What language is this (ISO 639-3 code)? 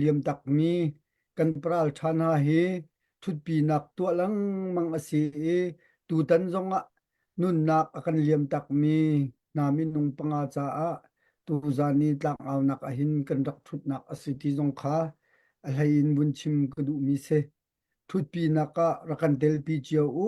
cnh